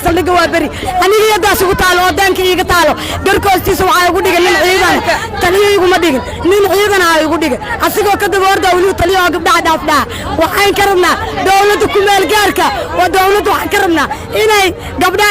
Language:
Somali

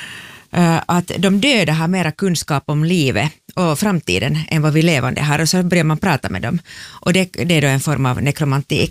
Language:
Swedish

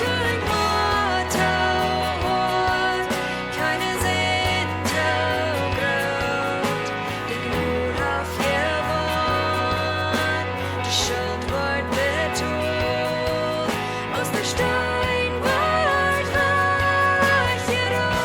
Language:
Plautdietsch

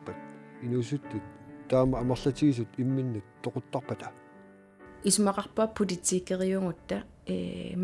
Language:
Kalaallisut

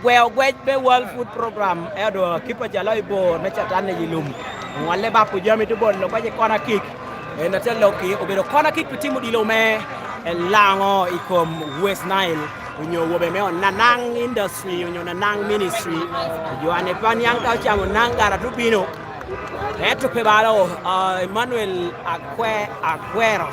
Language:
Lango (Uganda)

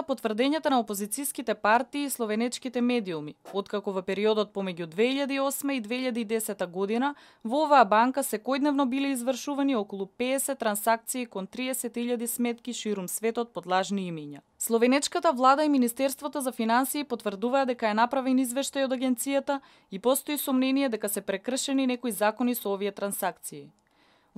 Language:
Macedonian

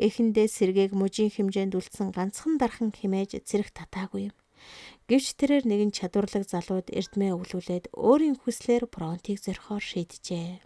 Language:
Mongolian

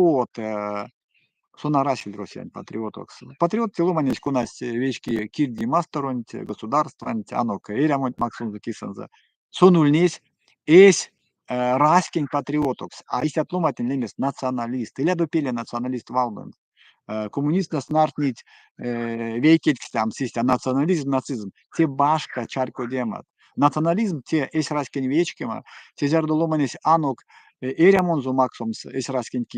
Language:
Erzya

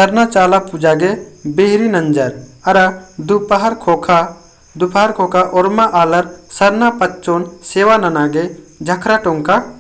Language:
Kurukh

